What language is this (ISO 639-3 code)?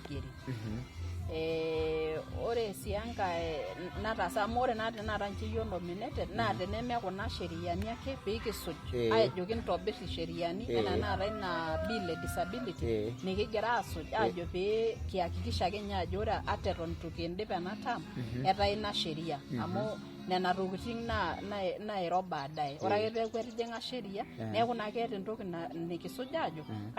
mas